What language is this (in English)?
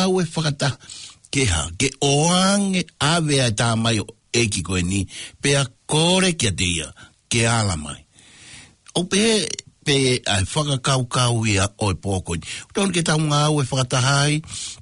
Tongan